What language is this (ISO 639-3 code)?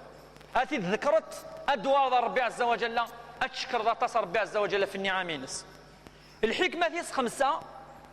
kab